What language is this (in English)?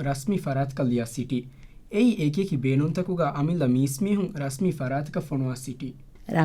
Divehi